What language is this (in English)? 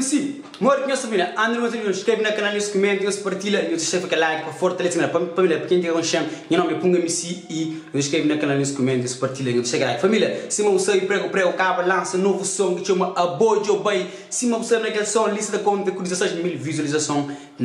Kabuverdianu